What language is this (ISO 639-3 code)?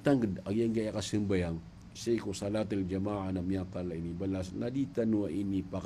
mrw